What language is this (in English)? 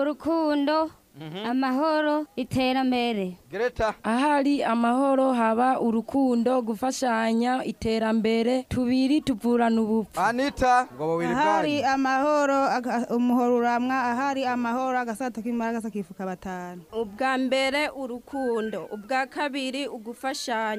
Rundi